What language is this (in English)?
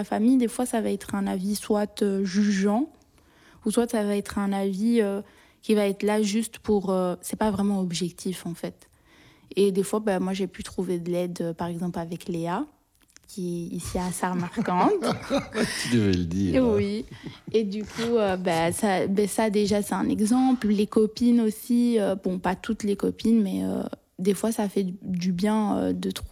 French